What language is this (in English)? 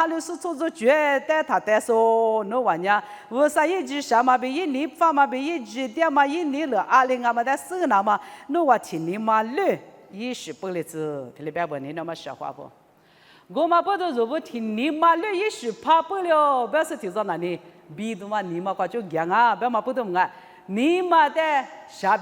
Lisu